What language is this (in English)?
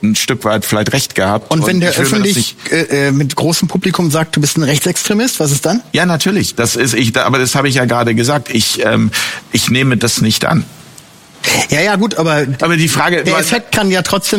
German